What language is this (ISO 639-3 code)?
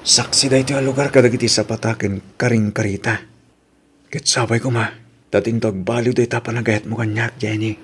ilo